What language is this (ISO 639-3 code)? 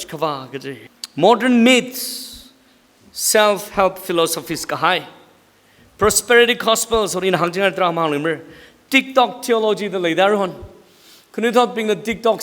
nmf